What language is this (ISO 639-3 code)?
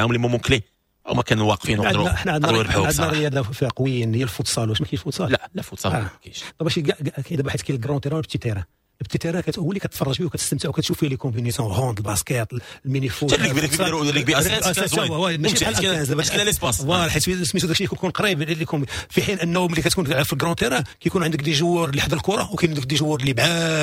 ary